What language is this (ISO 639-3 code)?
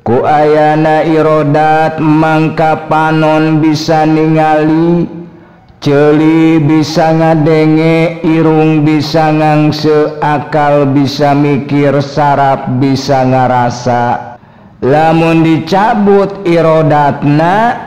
sun